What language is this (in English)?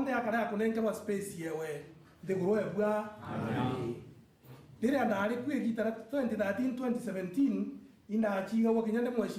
Meru